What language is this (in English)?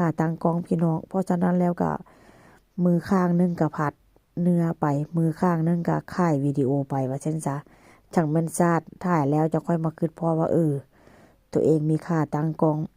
Northeastern Thai